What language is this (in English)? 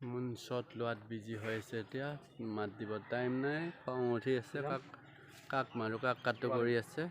Assamese